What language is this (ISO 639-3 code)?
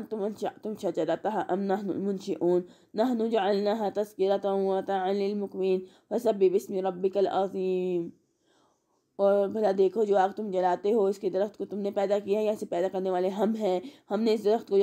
urd